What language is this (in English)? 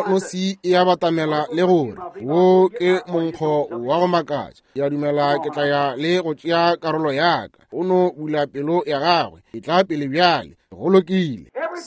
Northern Sotho